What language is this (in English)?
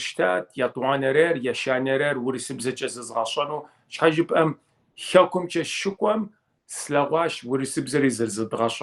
Kabardian